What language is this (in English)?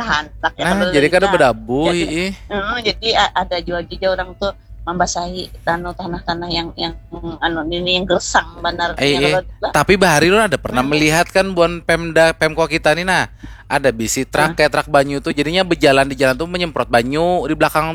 Banjar